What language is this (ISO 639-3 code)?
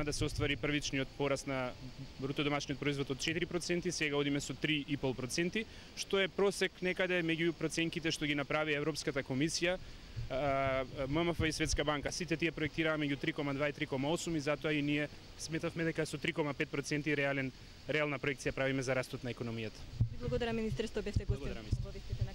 mkd